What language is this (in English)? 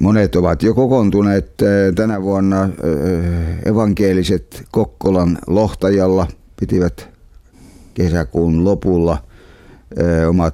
Finnish